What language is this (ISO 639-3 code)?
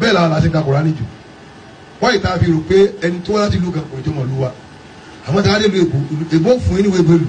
yor